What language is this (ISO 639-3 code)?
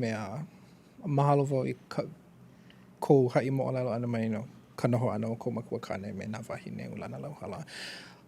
haw